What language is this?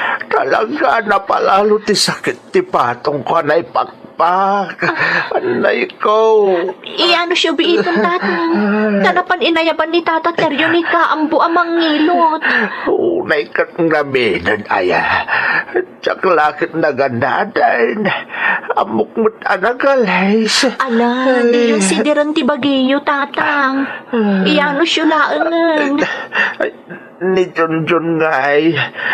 Iloko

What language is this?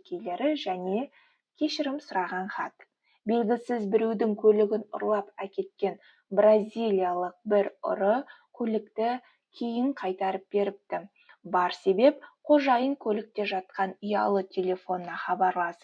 Kazakh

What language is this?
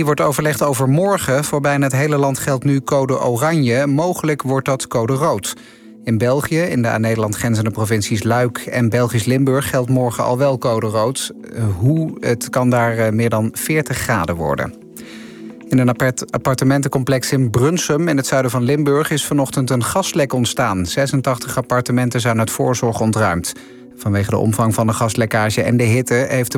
Dutch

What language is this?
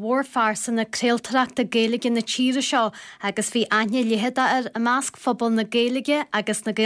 Irish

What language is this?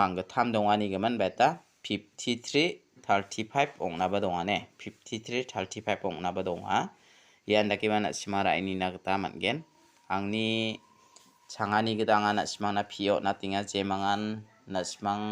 Garo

